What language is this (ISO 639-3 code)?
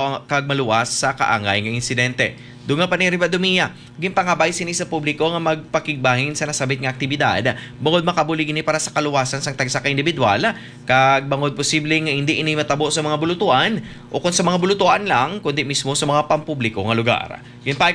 hil